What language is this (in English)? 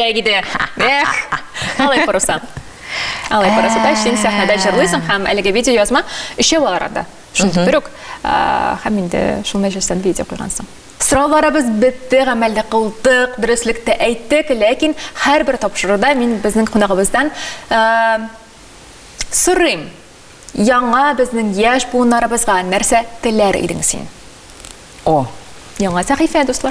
Tatar